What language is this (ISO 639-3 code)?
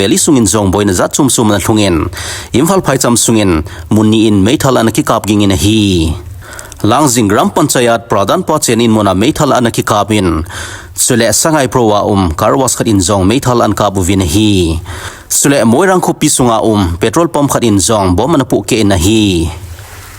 tcz